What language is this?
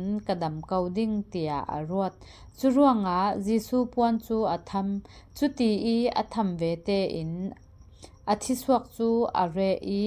Falam Chin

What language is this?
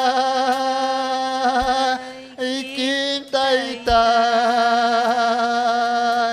Ayacucho Quechua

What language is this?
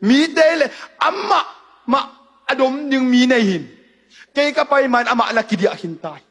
Tedim Chin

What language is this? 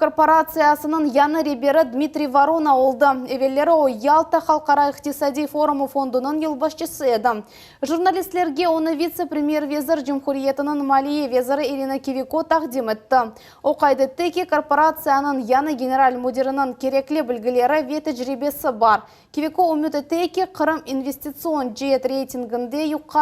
Crimean Tatar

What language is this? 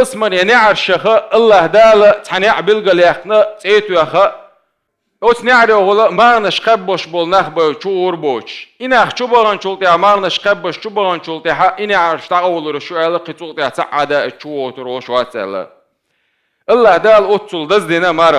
Chechen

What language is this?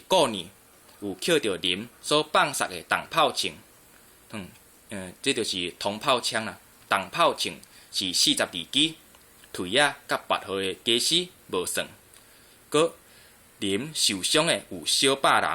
Min Nan Chinese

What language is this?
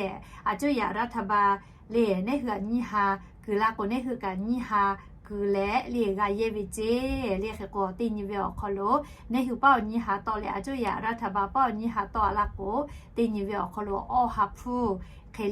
Lahu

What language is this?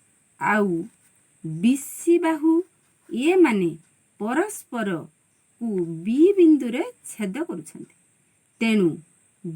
Odia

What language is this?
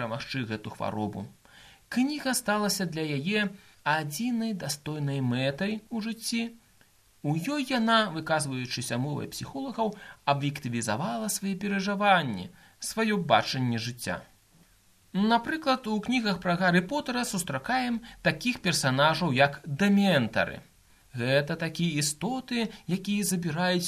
Belarusian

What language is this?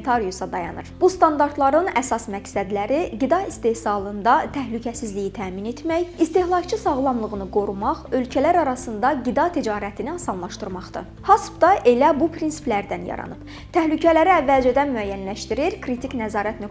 Azerbaijani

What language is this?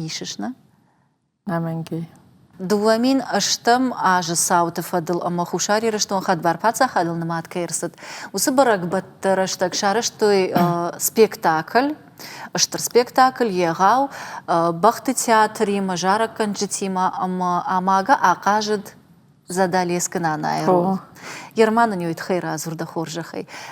Ossetic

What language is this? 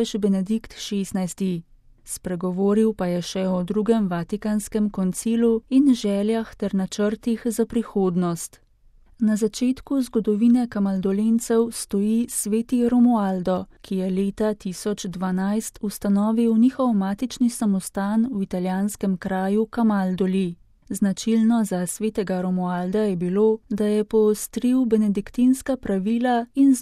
Slovenian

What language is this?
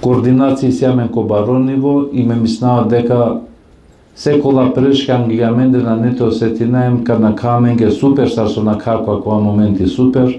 Balkan Romani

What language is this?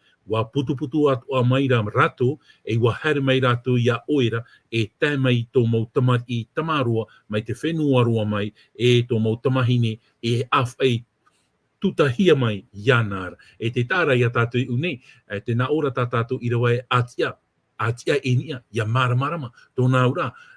Tahitian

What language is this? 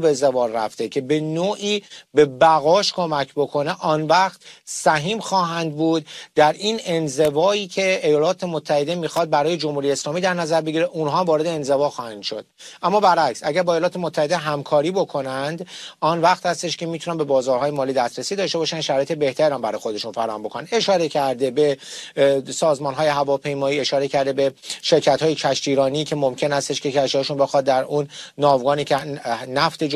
Persian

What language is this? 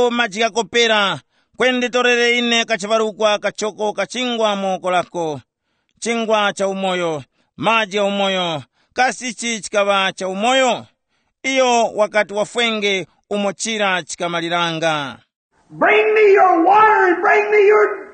Tumbuka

